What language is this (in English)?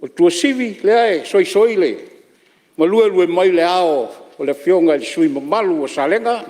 Samoan